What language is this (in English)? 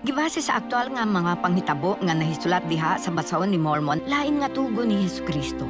Cebuano